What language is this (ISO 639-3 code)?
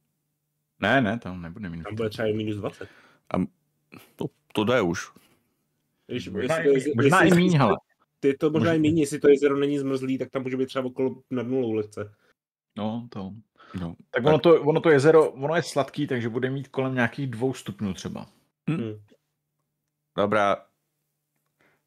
ces